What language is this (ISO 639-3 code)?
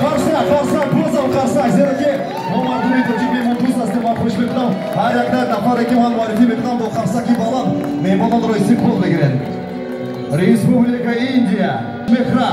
tgk